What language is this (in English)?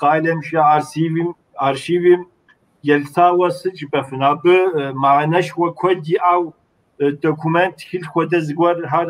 Kabardian